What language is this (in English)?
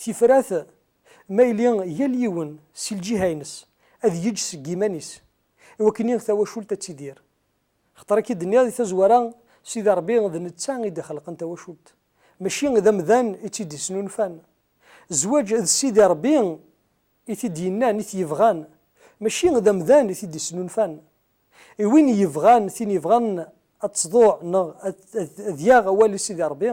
Kabyle